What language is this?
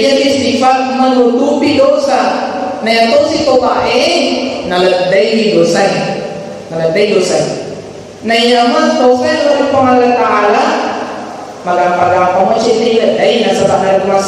Buginese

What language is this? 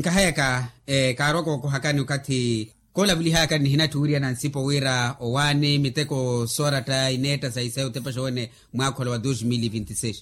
Makhuwa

